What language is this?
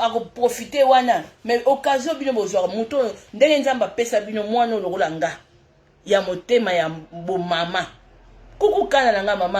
Lingala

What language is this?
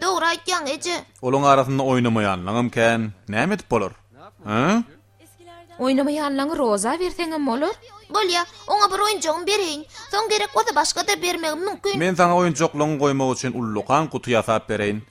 Turkmen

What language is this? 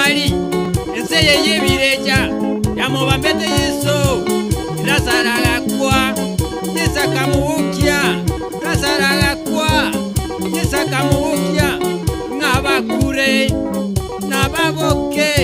Gusii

